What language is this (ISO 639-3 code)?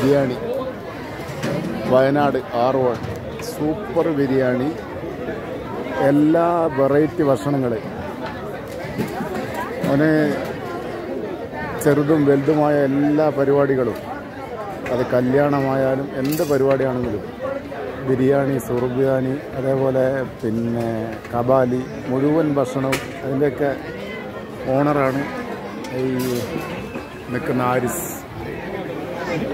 mal